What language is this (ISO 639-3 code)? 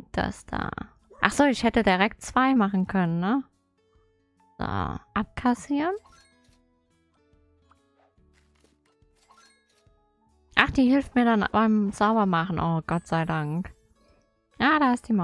deu